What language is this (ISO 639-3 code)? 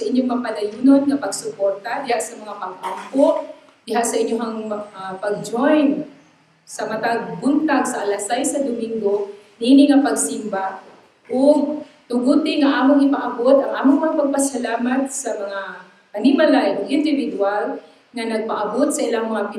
ceb